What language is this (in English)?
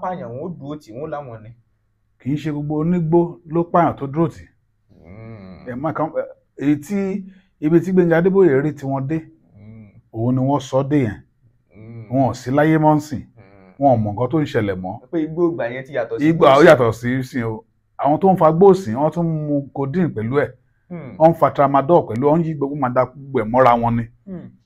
Yoruba